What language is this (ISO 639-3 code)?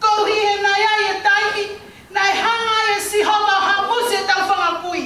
ton